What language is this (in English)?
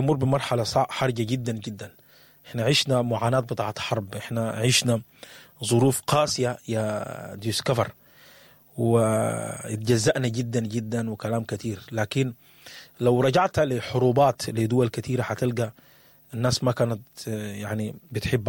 Sudanese Arabic